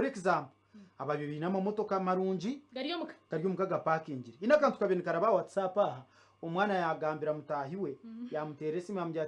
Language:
Nyankole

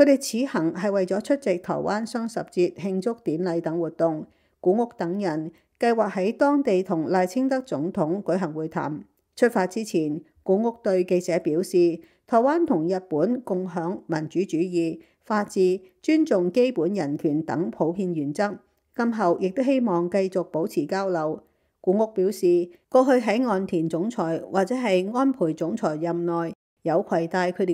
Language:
Cantonese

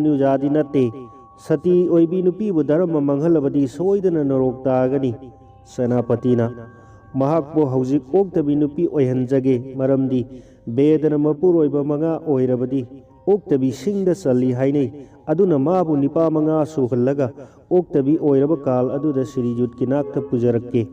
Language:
Manipuri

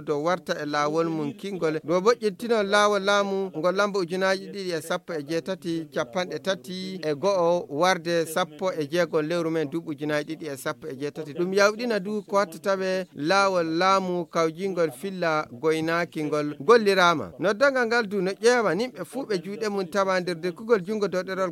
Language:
Fula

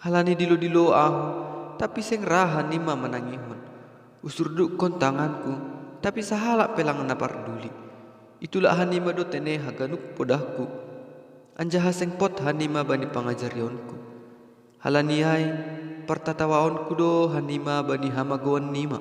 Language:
Batak Simalungun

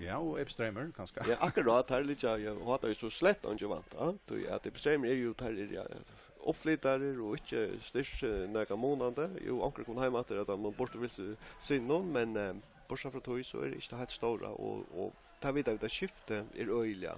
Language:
Faroese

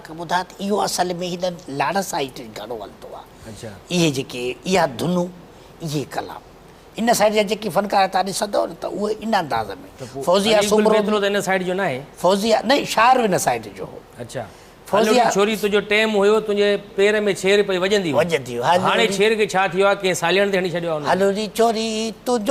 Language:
Sindhi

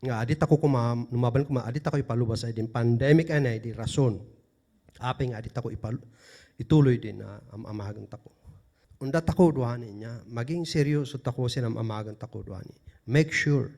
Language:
Kankanaey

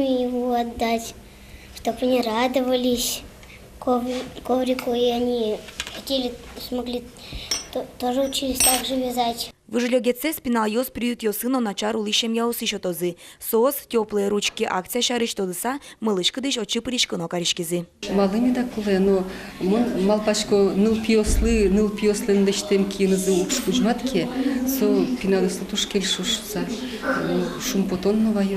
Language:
Udmurt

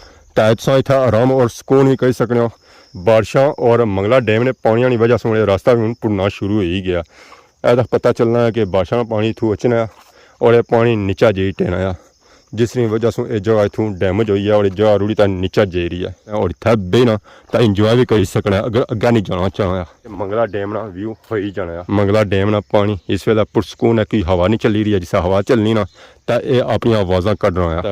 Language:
Pahari-Potwari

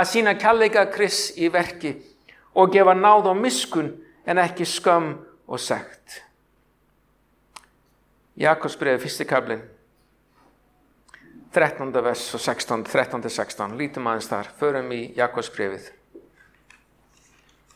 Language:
Icelandic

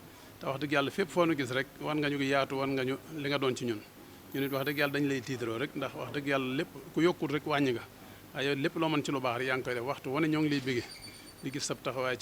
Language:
Wolof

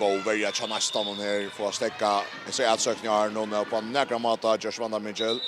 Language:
Faroese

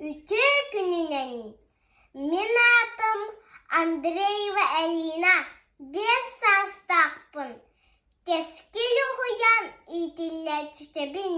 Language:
Yakut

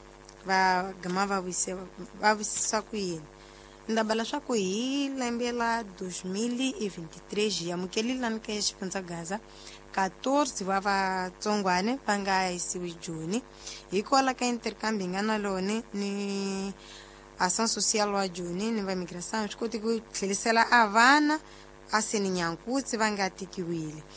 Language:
Tsonga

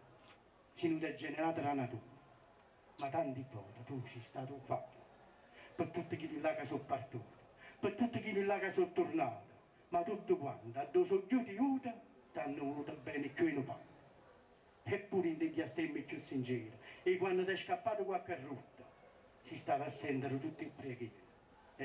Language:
Neapolitan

